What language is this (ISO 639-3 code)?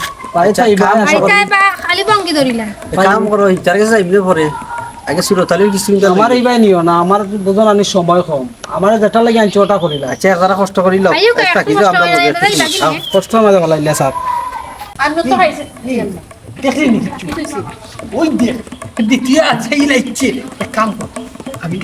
syl